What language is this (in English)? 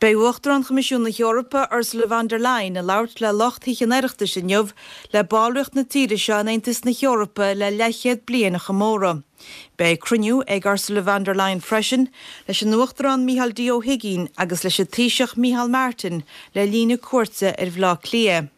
Irish